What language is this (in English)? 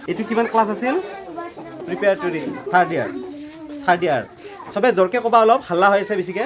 Assamese